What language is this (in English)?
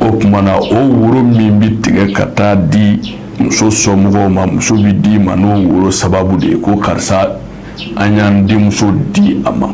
Bambara